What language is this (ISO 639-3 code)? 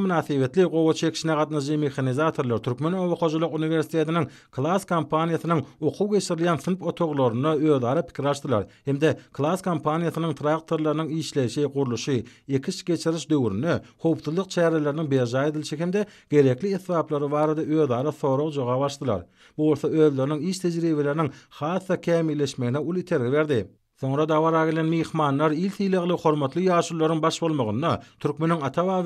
tuk